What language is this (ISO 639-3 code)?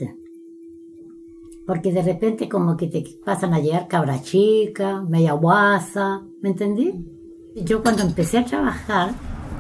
spa